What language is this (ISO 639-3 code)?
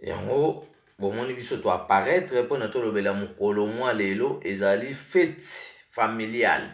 lin